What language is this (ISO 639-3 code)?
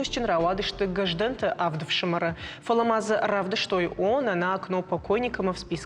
oss